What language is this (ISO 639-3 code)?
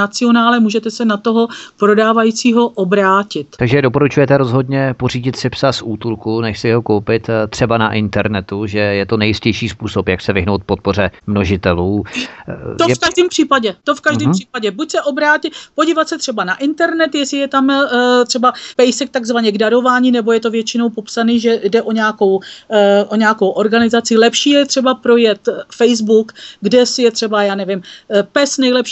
ces